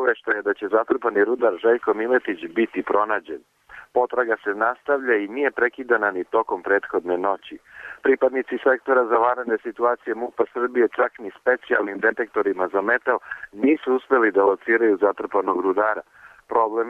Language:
Serbian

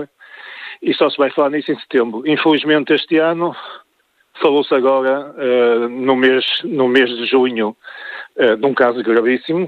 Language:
Portuguese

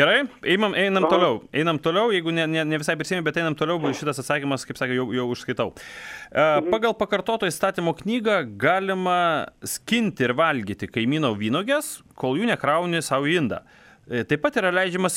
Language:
Lithuanian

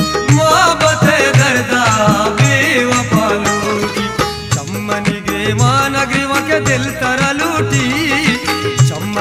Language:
Baluchi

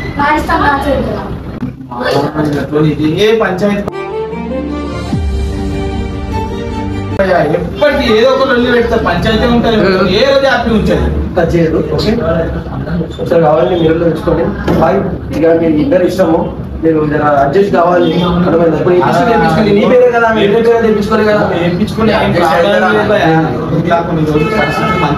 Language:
Telugu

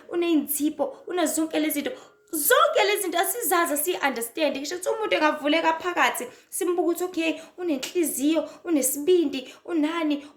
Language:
Zulu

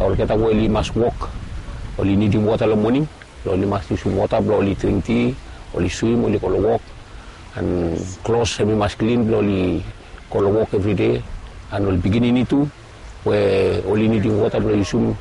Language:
Bislama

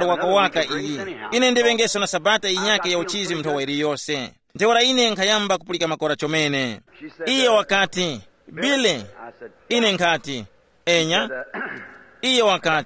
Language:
Tumbuka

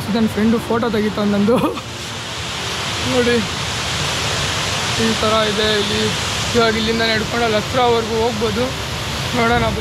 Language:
Kannada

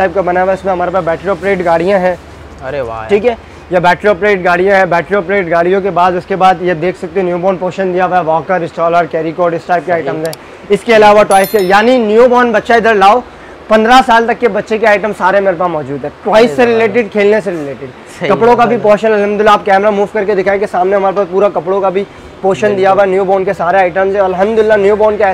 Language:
Hindi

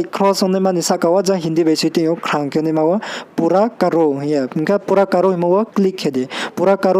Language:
Riang (India)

